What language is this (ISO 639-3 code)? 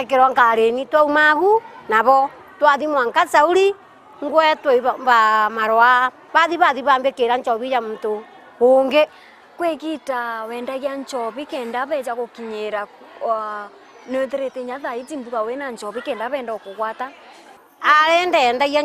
mer